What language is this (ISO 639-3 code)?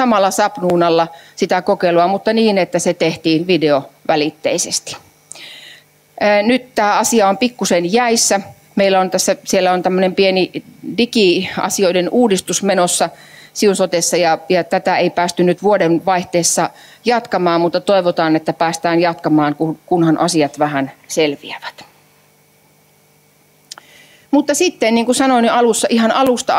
fin